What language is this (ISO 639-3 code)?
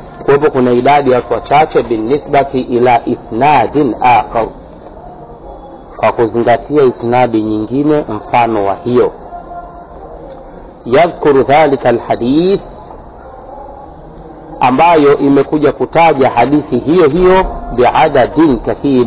swa